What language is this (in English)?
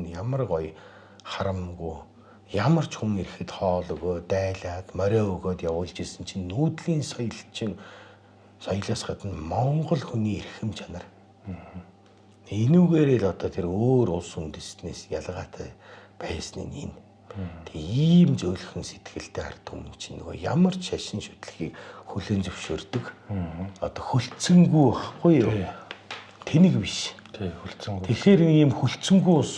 Mongolian